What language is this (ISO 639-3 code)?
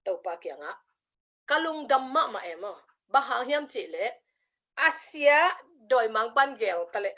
ctd